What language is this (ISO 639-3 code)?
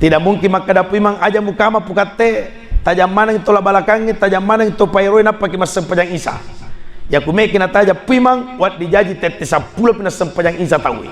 bug